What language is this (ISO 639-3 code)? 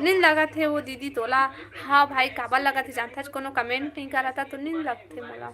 hne